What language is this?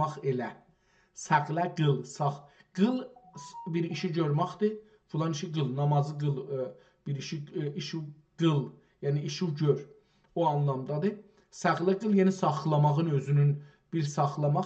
South Azerbaijani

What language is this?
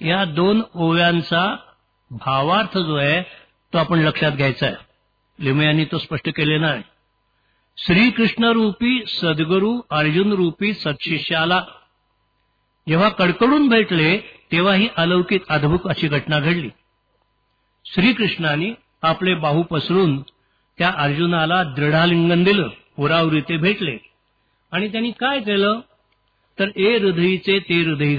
Marathi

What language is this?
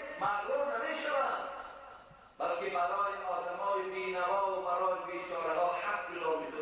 Tajik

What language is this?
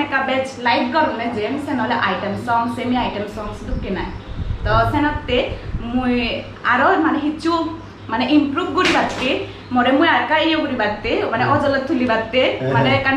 Chakma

